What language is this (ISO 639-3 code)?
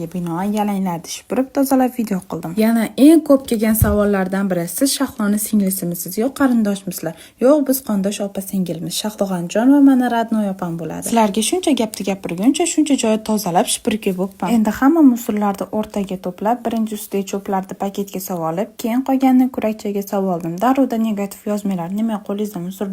uzb